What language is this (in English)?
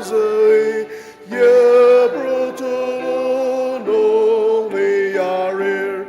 Ao Naga